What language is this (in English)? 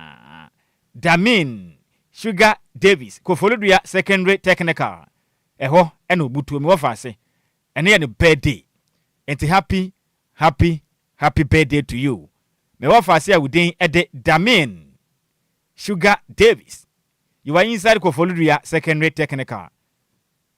Akan